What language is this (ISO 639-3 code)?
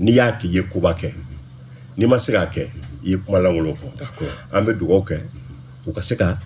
bam